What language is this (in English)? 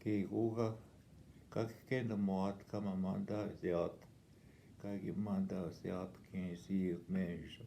Northwestern Ojibwa